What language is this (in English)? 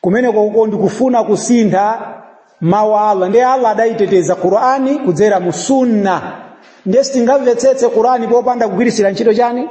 Nyanja